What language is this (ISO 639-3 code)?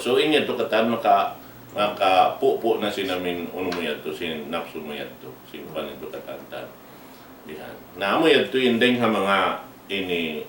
tsg